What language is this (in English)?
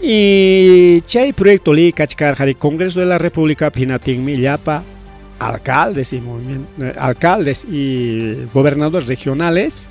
Ayacucho Quechua